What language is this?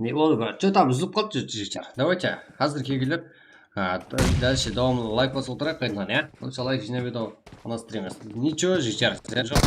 Kara-Kalpak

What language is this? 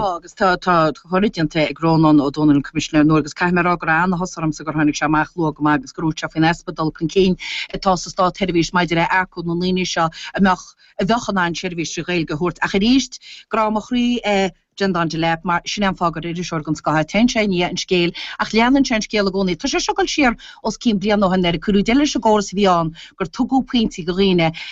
Irish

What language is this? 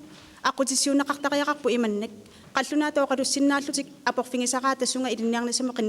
Kalaallisut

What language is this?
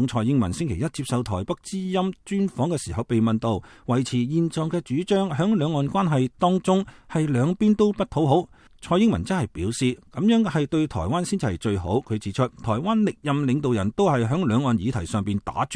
Cantonese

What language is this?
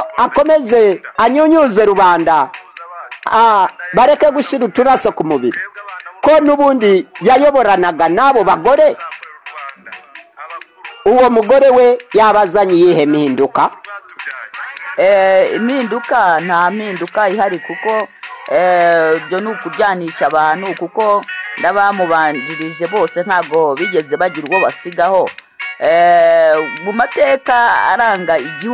Kinyarwanda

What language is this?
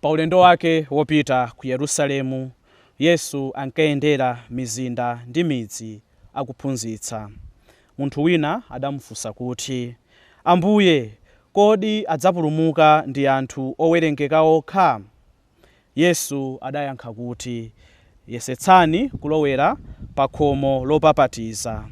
Nyanja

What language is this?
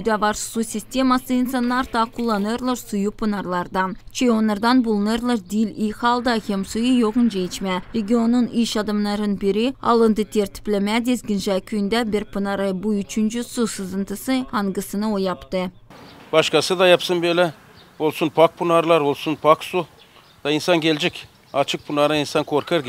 Gagauz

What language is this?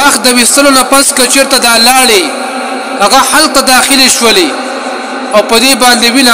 Pashto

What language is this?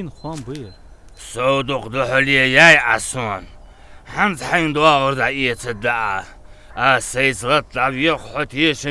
Ingush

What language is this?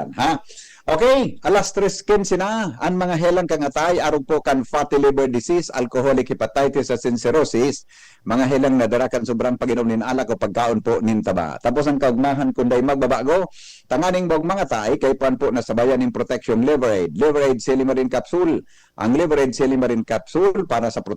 Bikol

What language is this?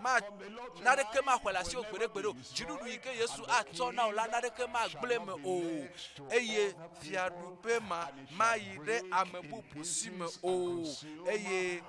Ewe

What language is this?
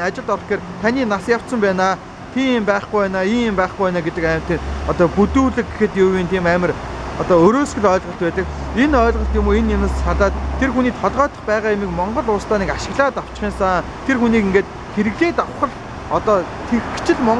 Mongolian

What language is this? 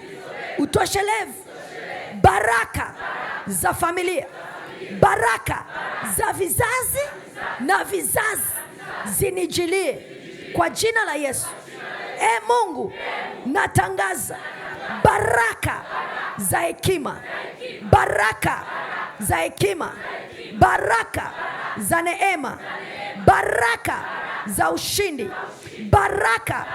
Swahili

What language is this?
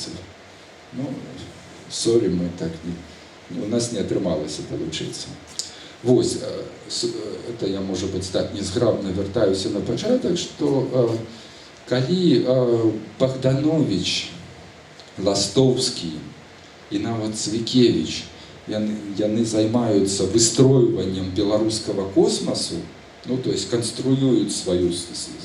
Belarusian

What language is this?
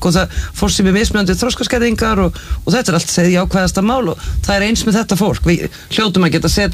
Icelandic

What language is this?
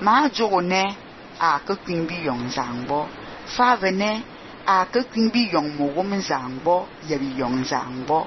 Fang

